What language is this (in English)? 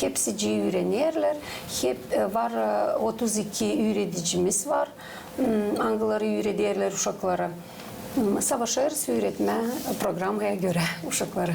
Gagauz